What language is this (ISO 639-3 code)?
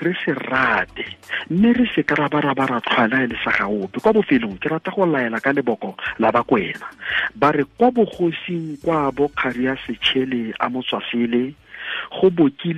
tsn